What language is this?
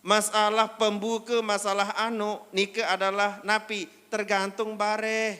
Sasak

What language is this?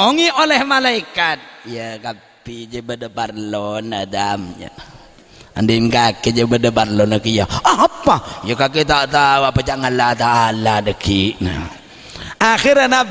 Madurese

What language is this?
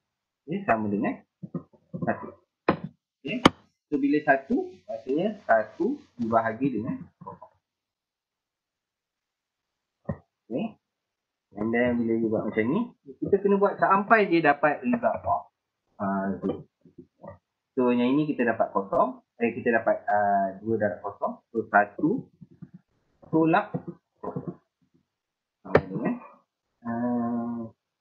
Malay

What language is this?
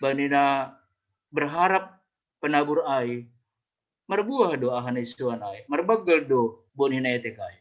Batak Simalungun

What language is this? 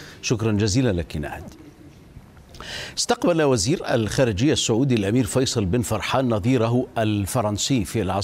Arabic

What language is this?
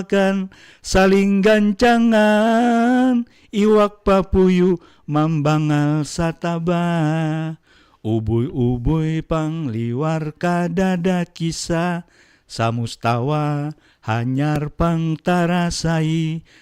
Banjar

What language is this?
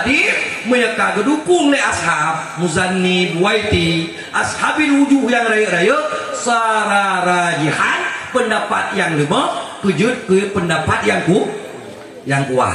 Achinese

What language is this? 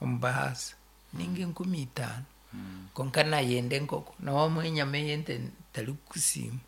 Nyankole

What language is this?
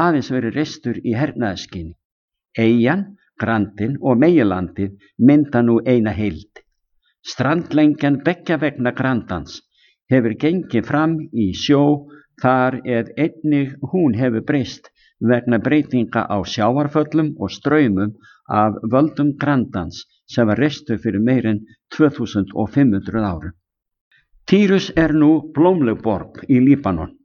Icelandic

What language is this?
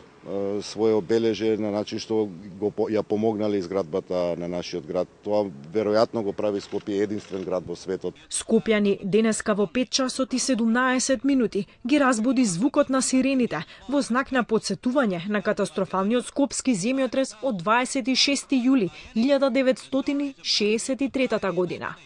Macedonian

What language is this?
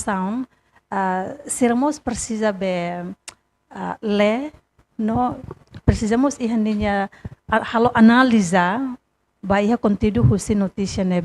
Tetum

